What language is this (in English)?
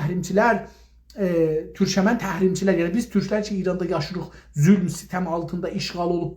South Azerbaijani